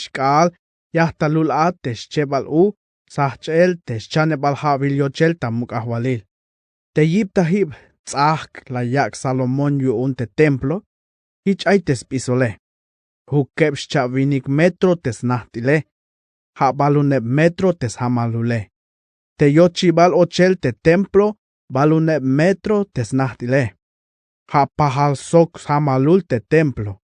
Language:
Tzeltal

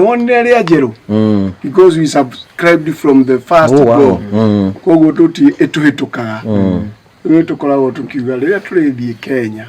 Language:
Kikuyu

